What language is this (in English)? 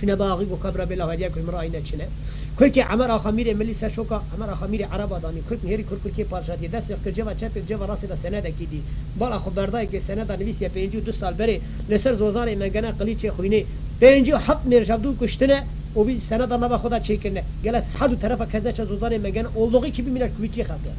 Kurdish